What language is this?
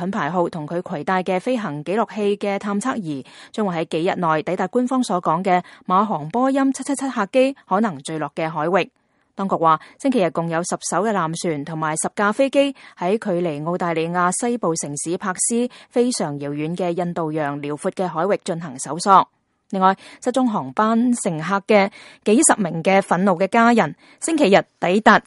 Cantonese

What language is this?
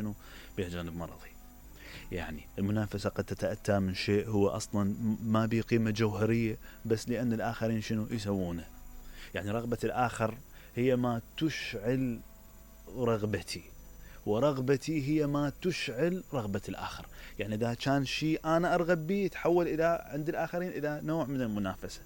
Mesopotamian Arabic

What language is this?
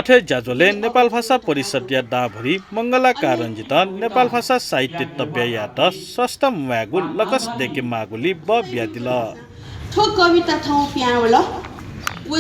Newari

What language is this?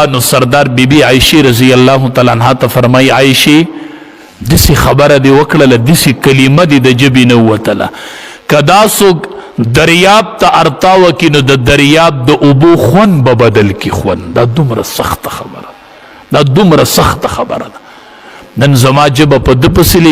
Pashto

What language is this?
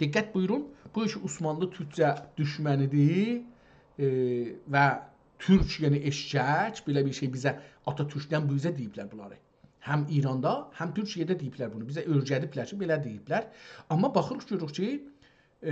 South Azerbaijani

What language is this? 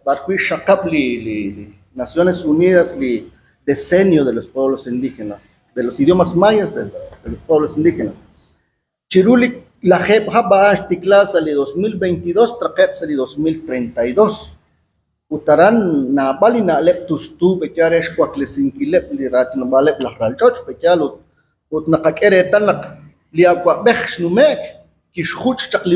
Kekchí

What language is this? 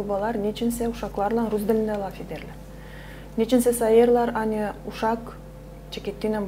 Gagauz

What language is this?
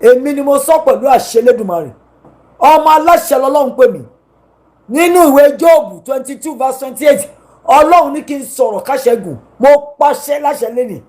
Yoruba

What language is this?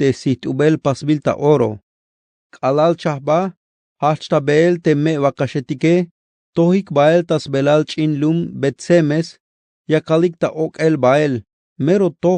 Tzeltal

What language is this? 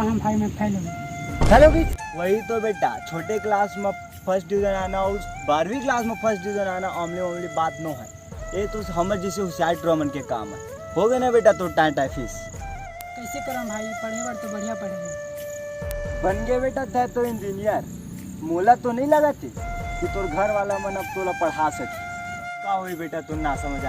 Chhattisgarhi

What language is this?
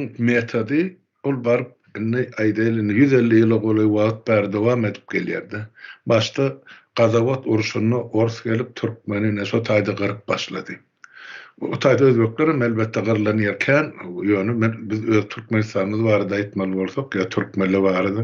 Turkmen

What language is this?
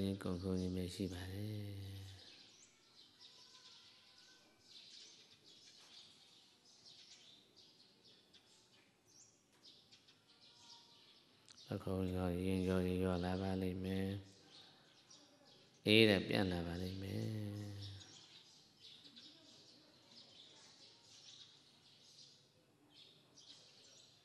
Burmese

